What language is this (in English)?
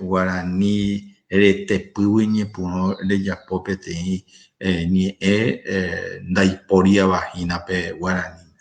Guarani